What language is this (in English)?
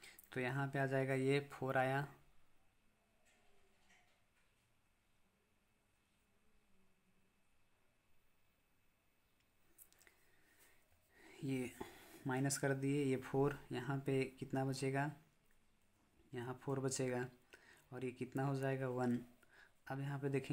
Hindi